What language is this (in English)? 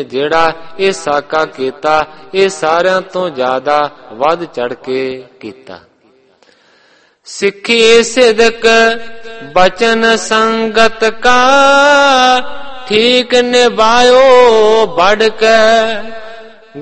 Punjabi